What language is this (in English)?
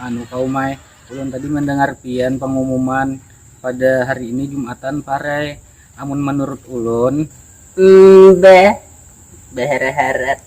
Banjar